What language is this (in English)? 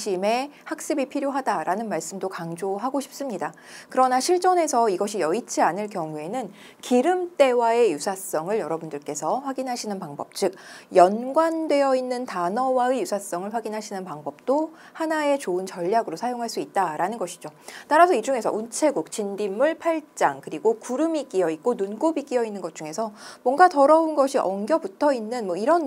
Korean